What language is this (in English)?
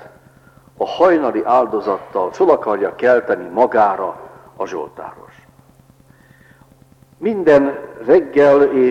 Hungarian